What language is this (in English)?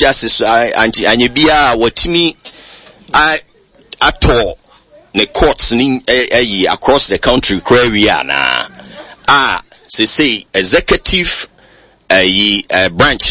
Akan